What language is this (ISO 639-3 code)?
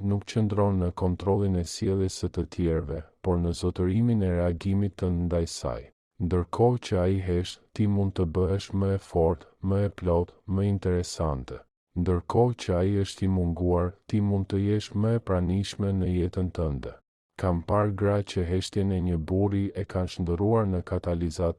sqi